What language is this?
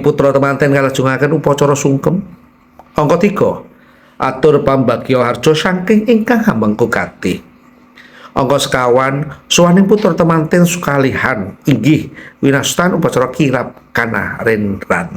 Javanese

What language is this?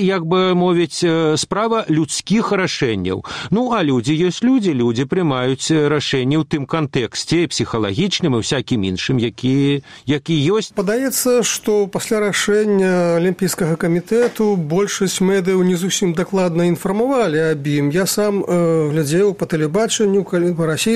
Belarusian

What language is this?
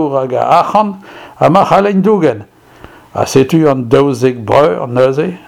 Breton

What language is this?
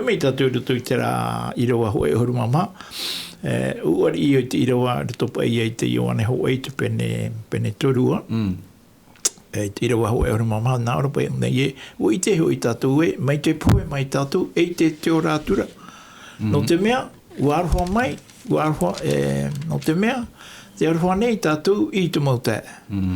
Tahitian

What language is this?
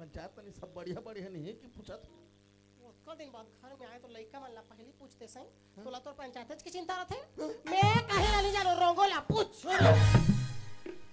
Chhattisgarhi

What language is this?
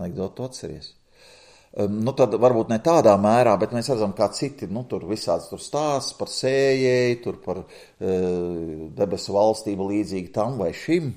Latvian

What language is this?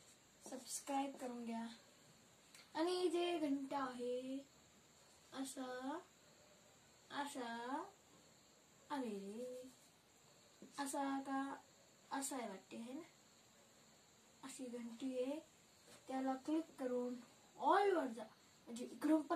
Marathi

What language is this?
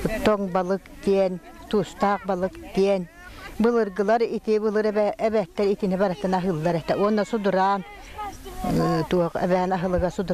Yakut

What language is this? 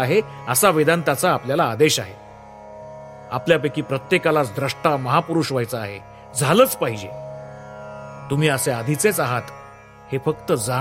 Marathi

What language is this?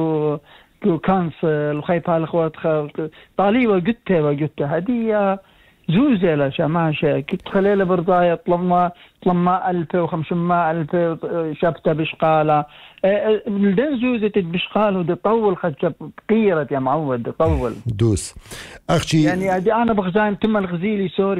Assyrian Neo-Aramaic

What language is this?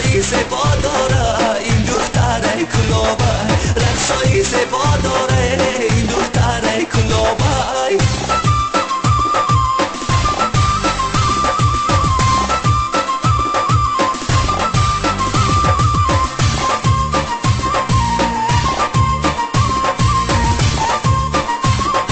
Persian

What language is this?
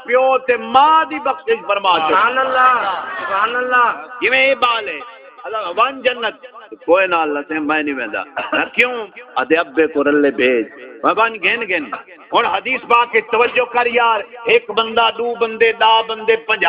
Saraiki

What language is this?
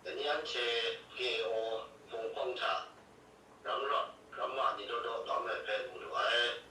Kachin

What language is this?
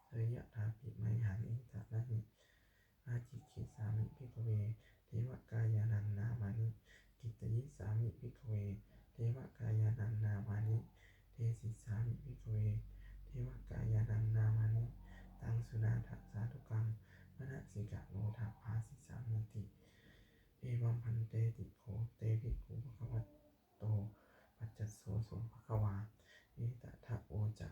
Pali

